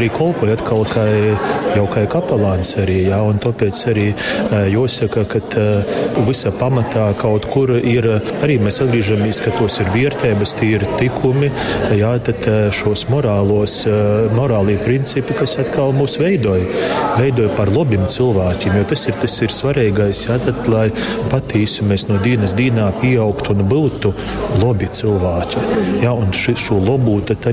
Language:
Latgalian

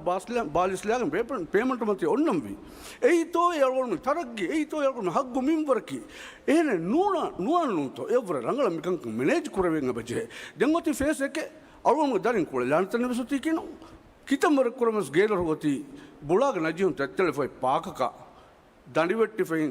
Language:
Divehi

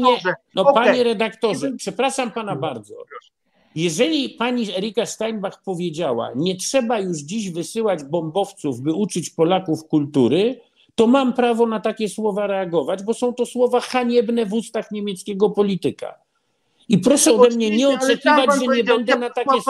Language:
Polish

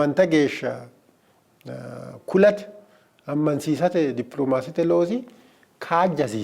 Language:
Sidamo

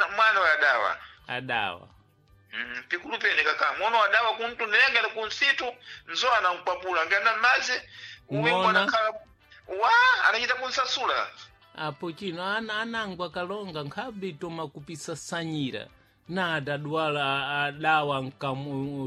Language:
Sena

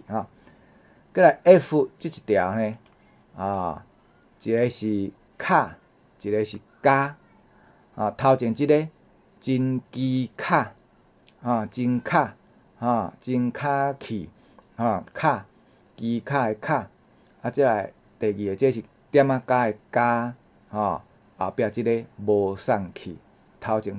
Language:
Min Nan Chinese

